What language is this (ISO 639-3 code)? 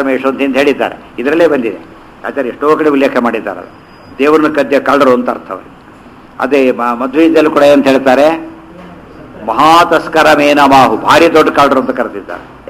kan